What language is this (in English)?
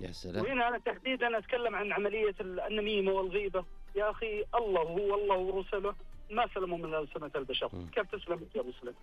Najdi Arabic